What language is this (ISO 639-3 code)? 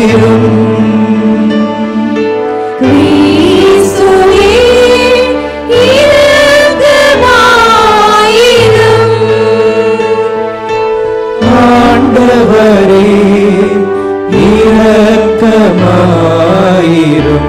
tam